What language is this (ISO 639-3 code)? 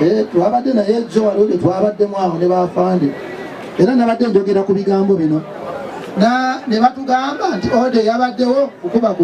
lug